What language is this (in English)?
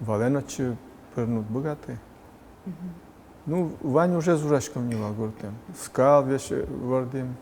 Udmurt